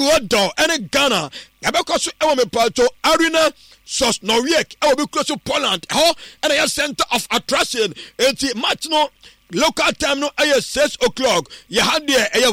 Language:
Akan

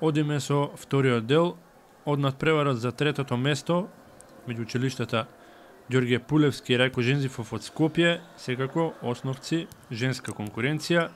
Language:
Macedonian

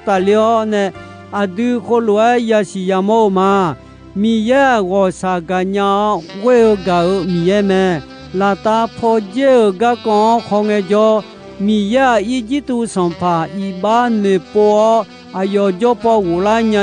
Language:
Akha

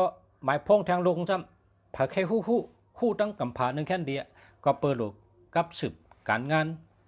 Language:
Shan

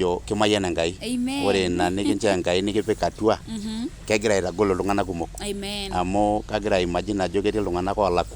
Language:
Masai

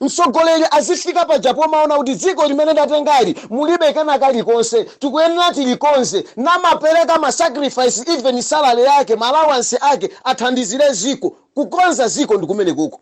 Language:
Nyanja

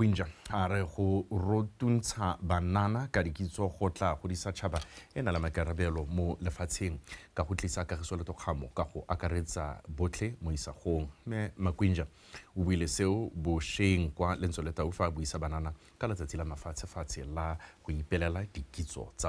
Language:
Tswana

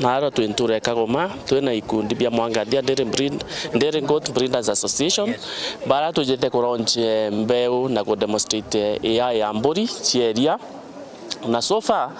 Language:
Meru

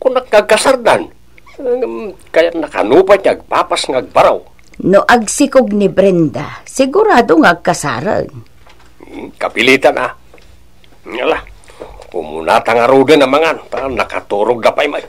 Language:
Iloko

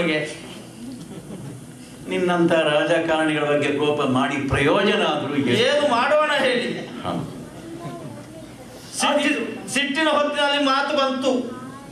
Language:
Kannada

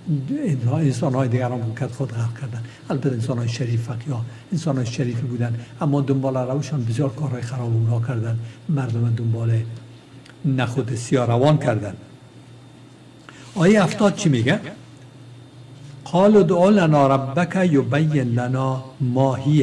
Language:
Persian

